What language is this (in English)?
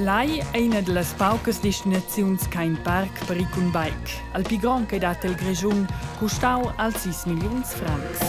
Romansh